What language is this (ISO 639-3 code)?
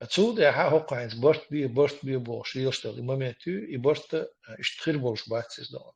che